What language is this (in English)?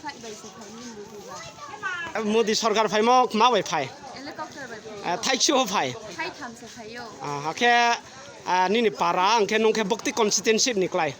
Riang (India)